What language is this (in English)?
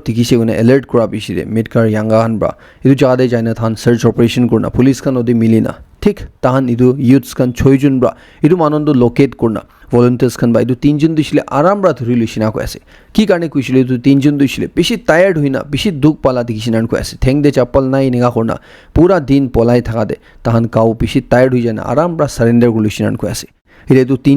Naga Pidgin